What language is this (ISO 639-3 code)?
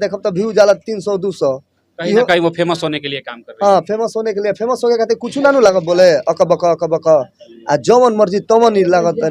bho